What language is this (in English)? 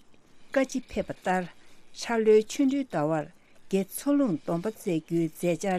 Tibetan